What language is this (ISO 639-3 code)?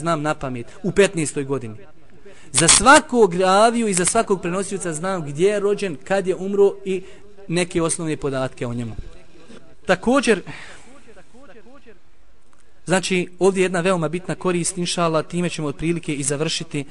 bos